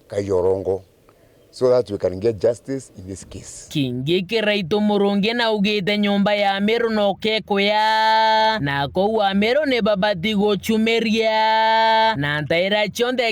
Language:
Meru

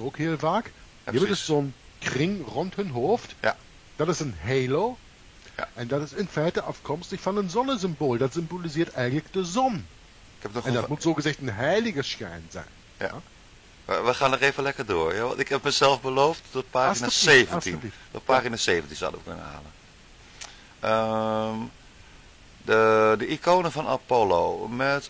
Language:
Dutch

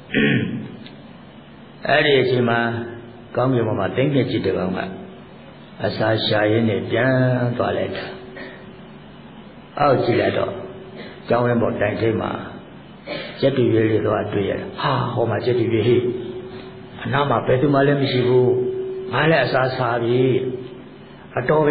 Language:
Burmese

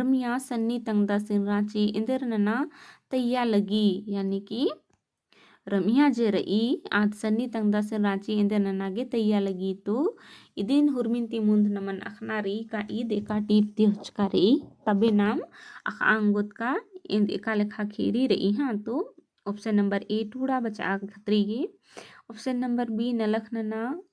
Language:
Kurukh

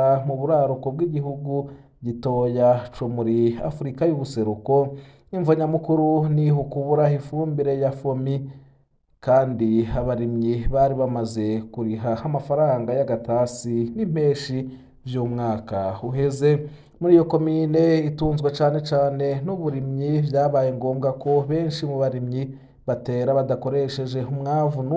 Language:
Rundi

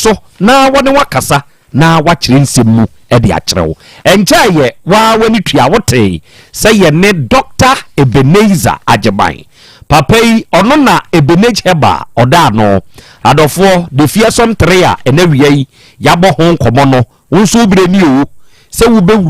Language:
Akan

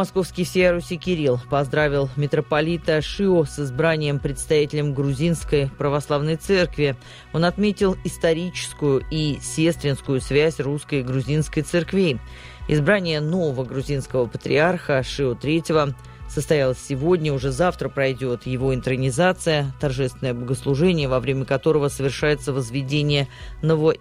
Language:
Russian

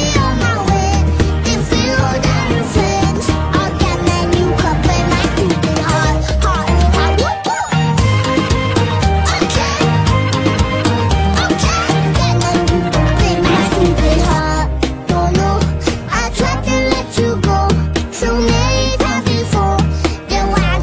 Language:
English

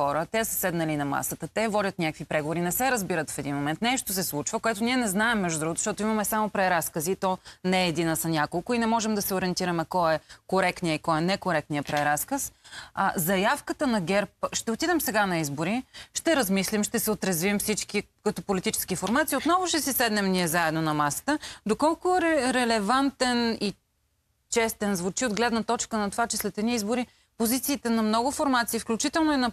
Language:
Bulgarian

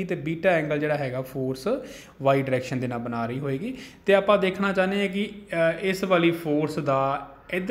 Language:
Punjabi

